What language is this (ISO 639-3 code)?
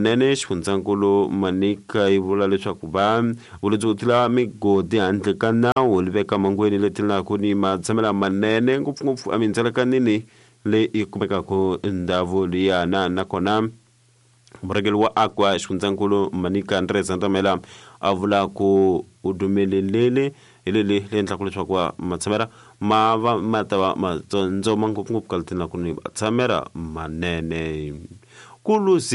tso